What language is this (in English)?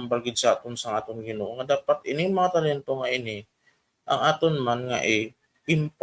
Hiligaynon